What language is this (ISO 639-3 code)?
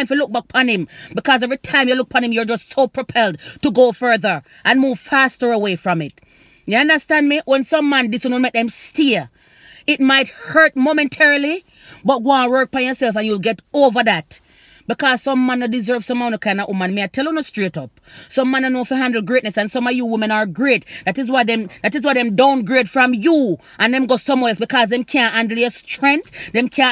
jam